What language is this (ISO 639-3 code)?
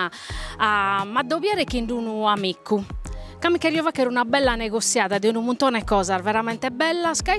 srd